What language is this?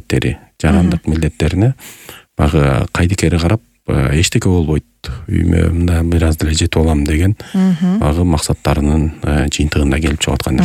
Kyrgyz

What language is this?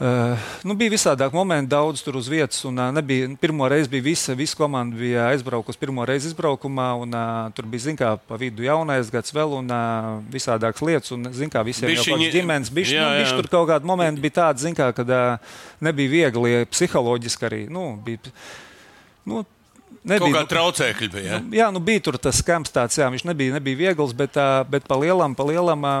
Latvian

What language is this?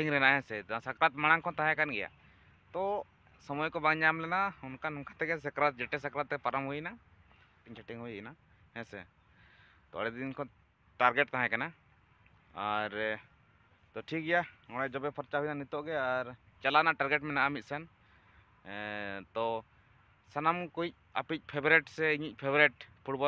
Santali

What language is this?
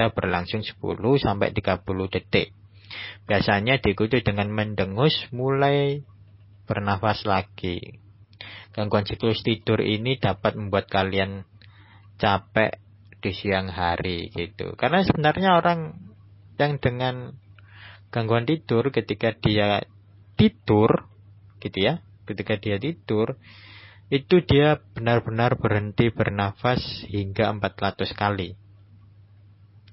Indonesian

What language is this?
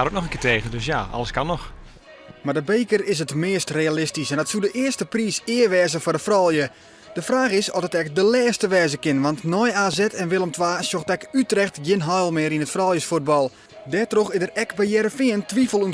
Western Frisian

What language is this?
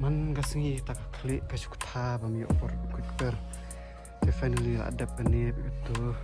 Khasi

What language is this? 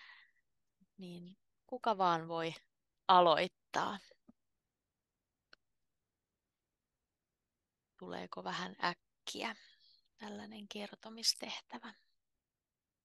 Finnish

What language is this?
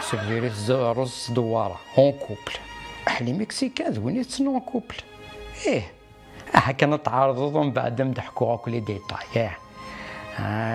Kabyle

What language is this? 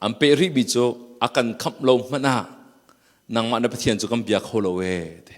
Hakha Chin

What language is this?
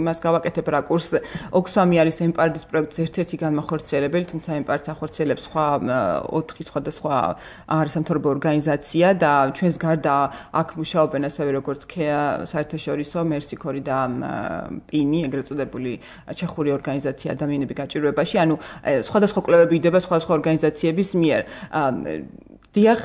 Georgian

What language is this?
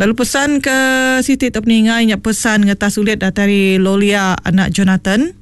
Iban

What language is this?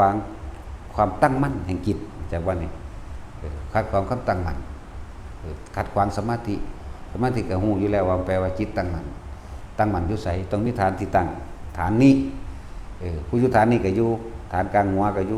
Lao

